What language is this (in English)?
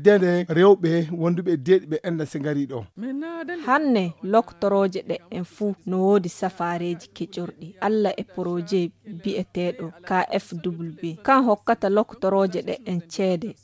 Fula